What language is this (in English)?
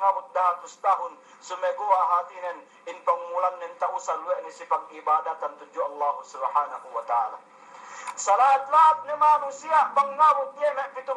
Yakan